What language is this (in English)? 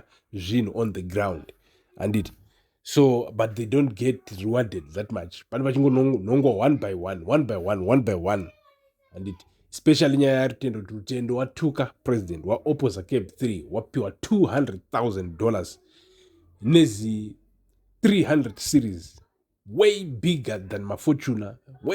Shona